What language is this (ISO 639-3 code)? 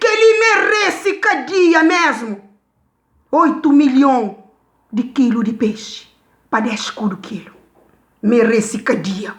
kea